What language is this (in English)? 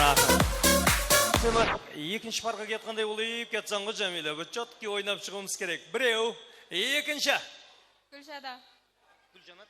Kara-Kalpak